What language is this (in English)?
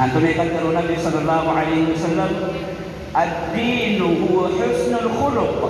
Maranao